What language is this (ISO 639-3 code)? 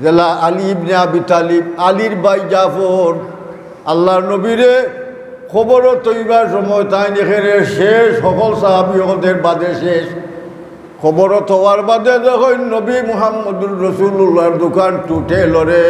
syl